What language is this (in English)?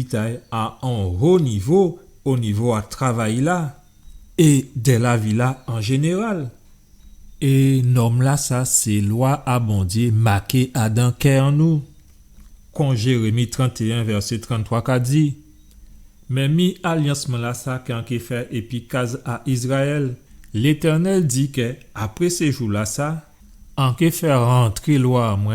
Guadeloupean Creole French